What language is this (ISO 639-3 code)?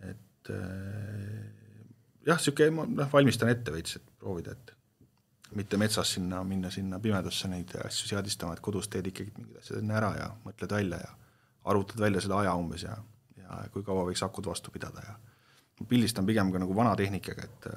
est